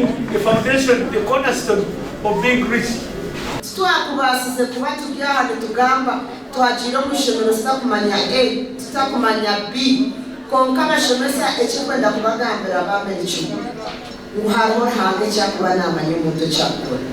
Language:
Nyankole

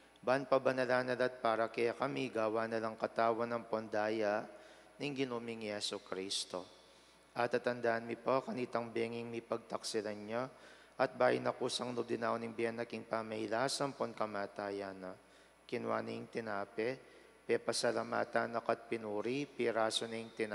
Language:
Pampanga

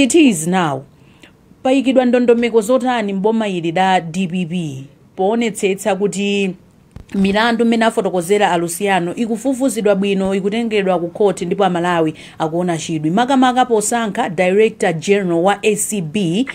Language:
Nyanja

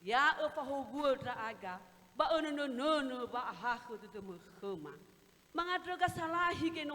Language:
Nias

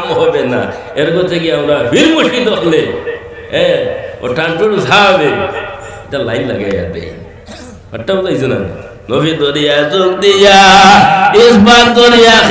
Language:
Sylheti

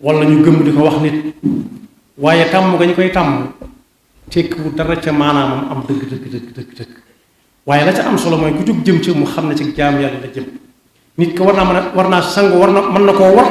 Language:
Wolof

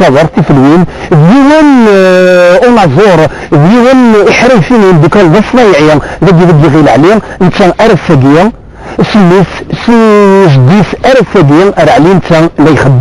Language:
Kabyle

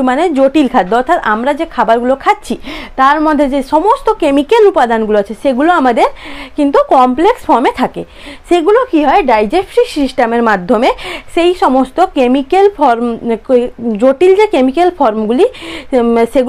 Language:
Bangla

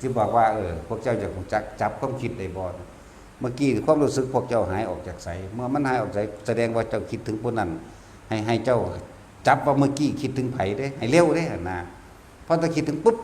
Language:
Northeastern Thai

